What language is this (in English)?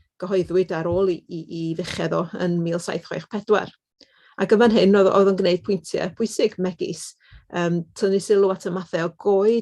Welsh